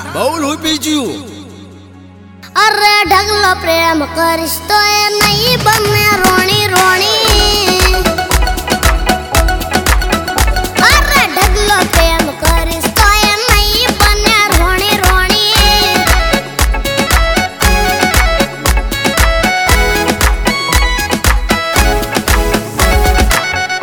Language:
Gujarati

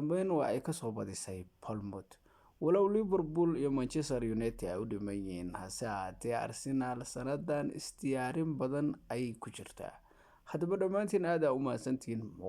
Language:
Somali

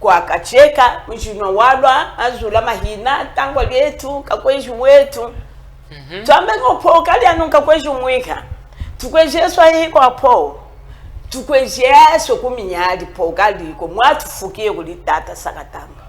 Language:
Chokwe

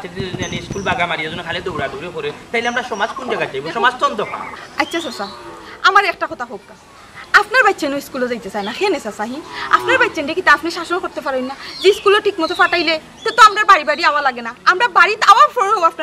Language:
Sylheti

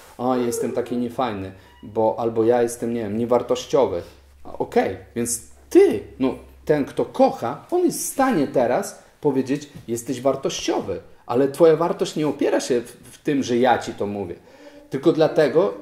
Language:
Polish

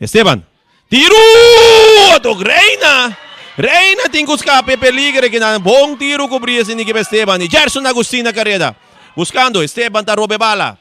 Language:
Papiamento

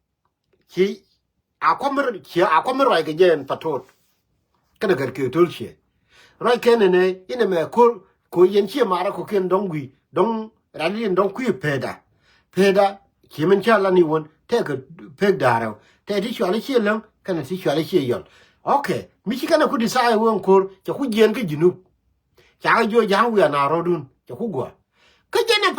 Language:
Nuer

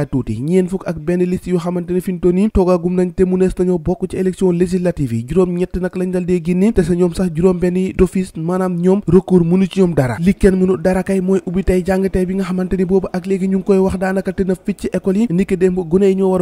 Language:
Wolof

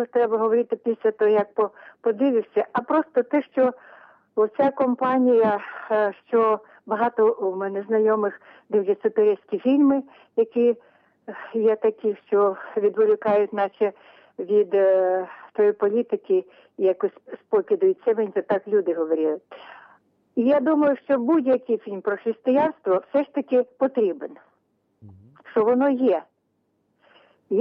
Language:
Ukrainian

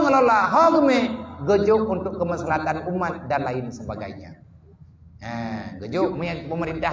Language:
Achinese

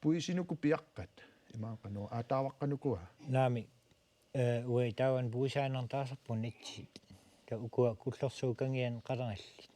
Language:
Kalaallisut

